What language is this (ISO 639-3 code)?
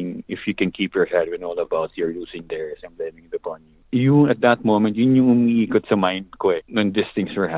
fil